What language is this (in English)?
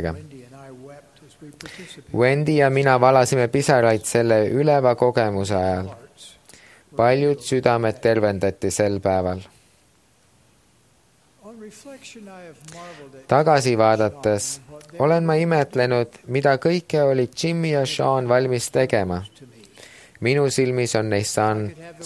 Estonian